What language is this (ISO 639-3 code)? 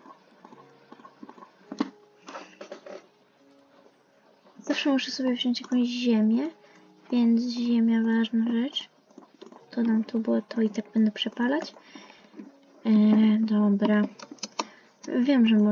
pol